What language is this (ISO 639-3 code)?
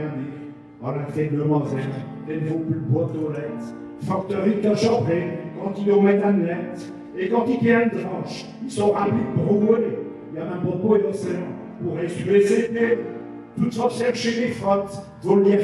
pcd